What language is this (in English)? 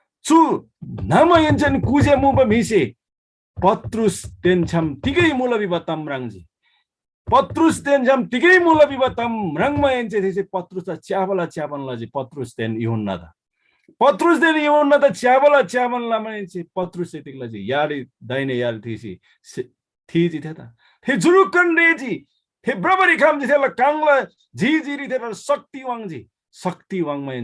Eastern Tamang